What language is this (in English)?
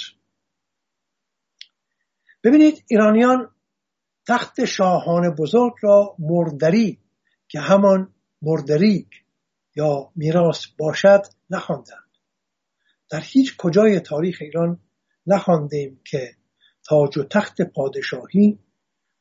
Persian